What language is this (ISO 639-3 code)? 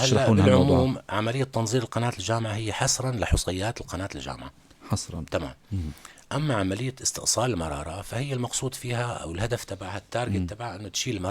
apc